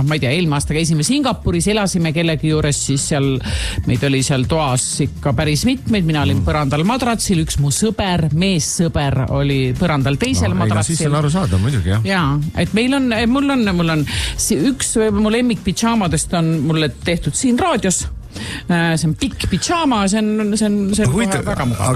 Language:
Estonian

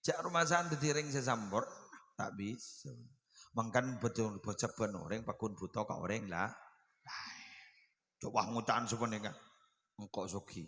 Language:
Madurese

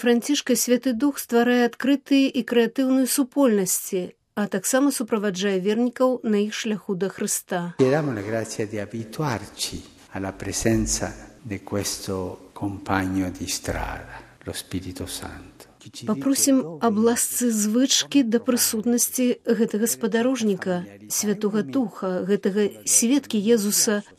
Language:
Belarusian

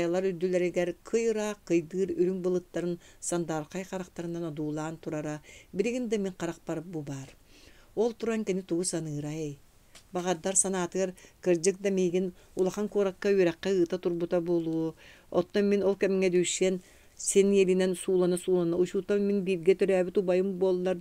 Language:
Yakut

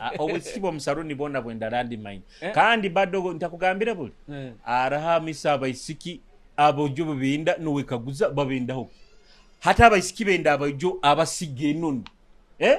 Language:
Nyoro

